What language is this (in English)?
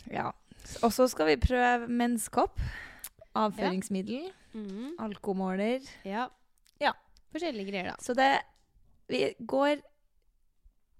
Norwegian